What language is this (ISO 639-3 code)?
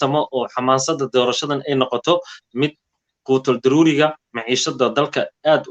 som